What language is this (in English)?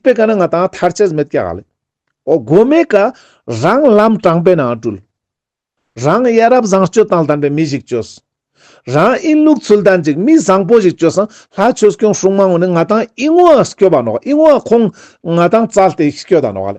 Ladakhi